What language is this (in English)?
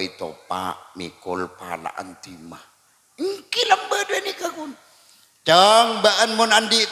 Madurese